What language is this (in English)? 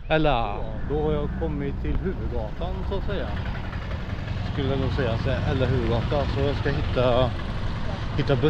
Swedish